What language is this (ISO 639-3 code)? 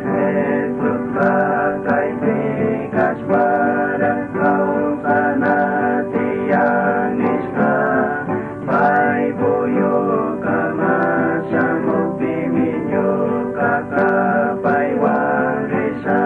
qug